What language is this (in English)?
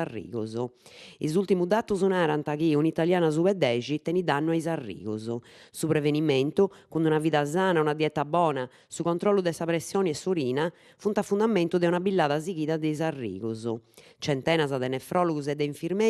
Sardinian